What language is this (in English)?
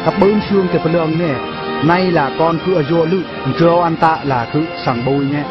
Eastern Bru